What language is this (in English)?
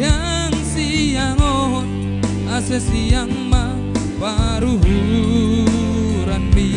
Batak Simalungun